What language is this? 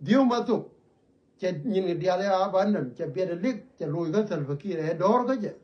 Nuer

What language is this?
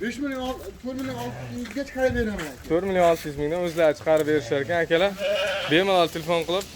Uzbek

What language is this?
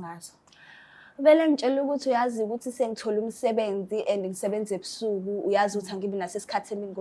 Zulu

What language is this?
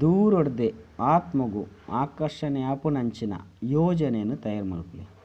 Tulu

